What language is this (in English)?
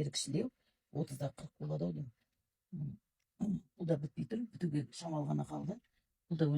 Kazakh